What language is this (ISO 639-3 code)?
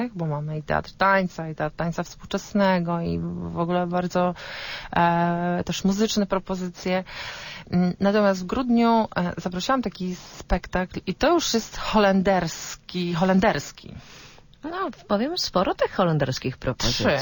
pol